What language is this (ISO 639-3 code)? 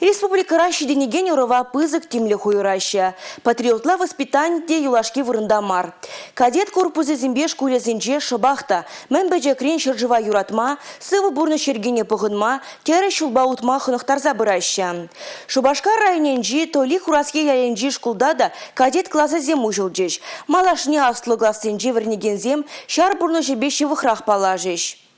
chv